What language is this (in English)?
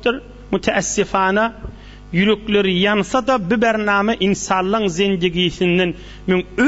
Turkmen